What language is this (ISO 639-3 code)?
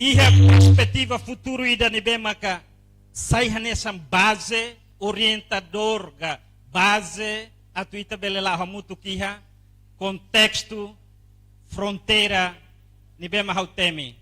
tet